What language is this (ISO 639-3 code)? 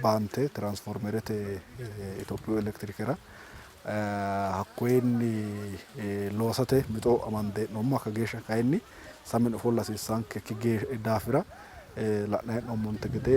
sid